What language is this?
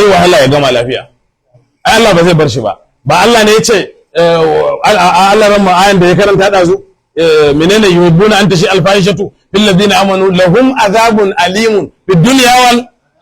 Hausa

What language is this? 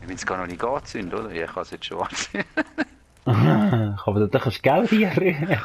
Swiss German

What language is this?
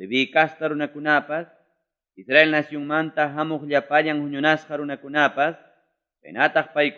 Ayacucho Quechua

